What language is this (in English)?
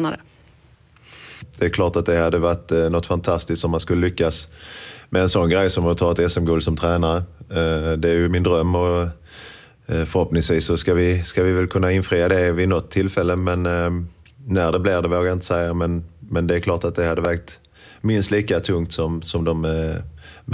Swedish